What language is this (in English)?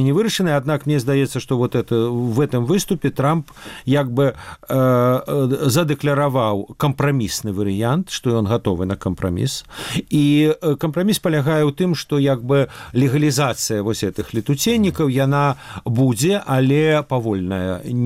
Belarusian